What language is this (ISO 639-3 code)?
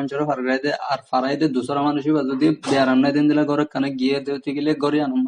rhg